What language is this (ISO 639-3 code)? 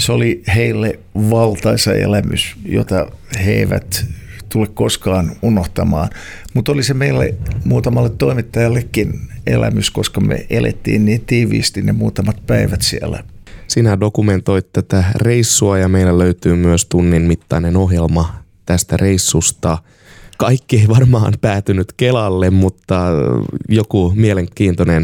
fin